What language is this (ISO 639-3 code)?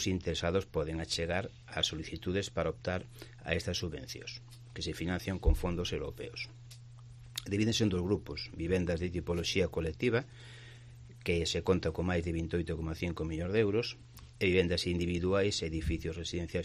glg